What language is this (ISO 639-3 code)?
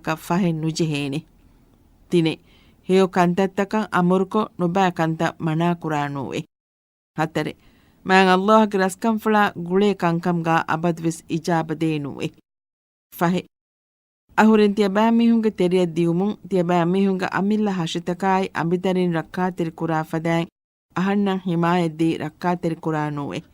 div